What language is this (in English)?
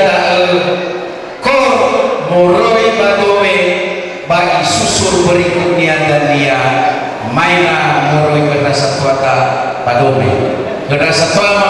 Nias